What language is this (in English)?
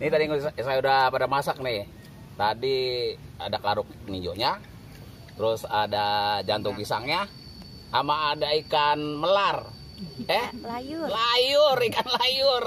Betawi